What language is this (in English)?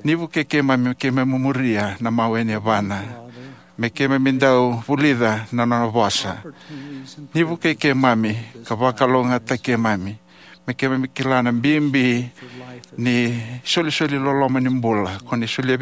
Fijian